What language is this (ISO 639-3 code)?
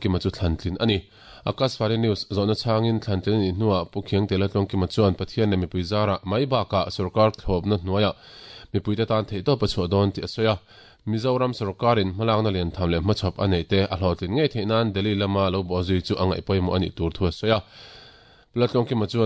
lus